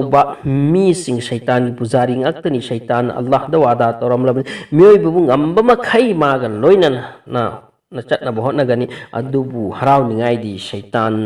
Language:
Manipuri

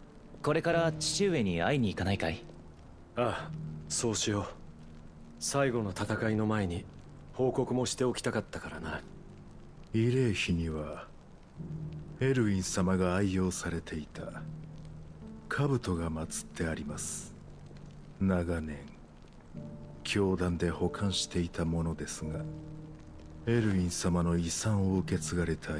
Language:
Japanese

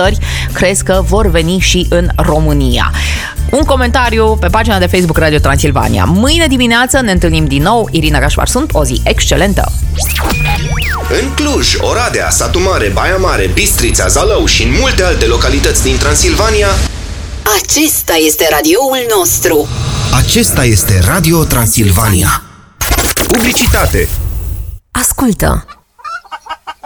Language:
Romanian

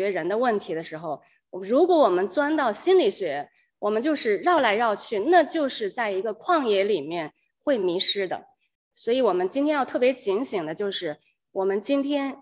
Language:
Chinese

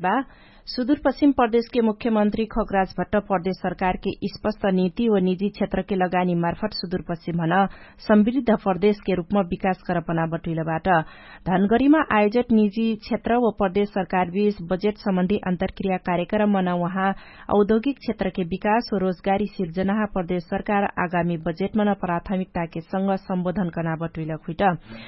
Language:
Dangaura Tharu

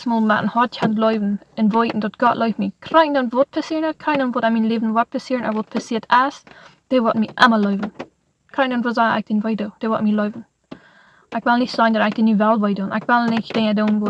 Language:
Plautdietsch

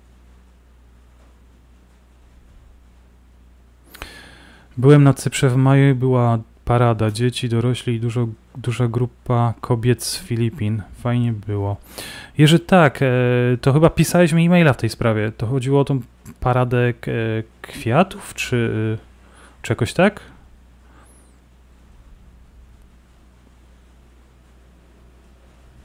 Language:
Polish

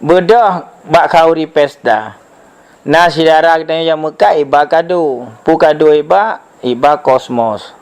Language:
Achinese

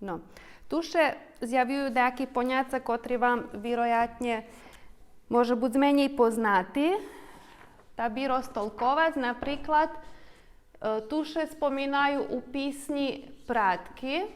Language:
Rusyn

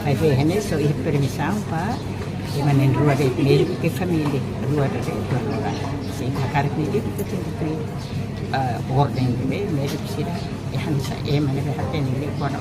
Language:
Tetum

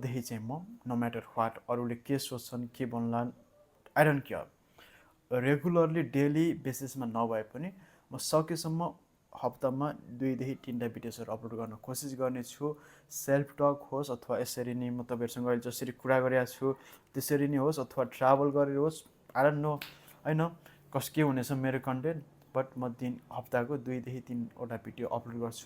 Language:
Nepali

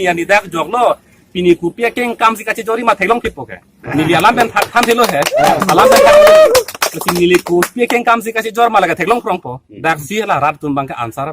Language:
Karbi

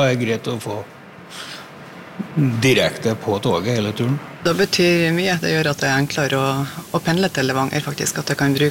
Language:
Norwegian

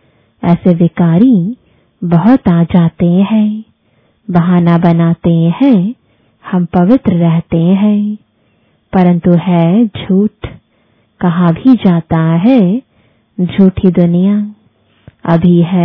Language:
Hindi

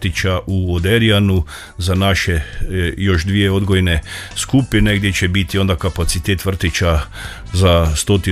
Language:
Croatian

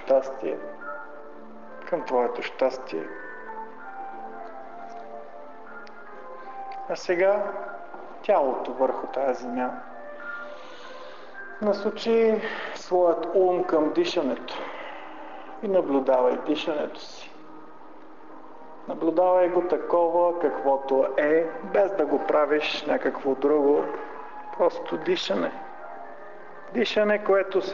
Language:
Bulgarian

